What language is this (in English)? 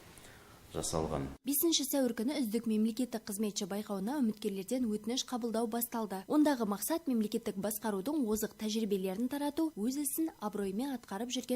Kazakh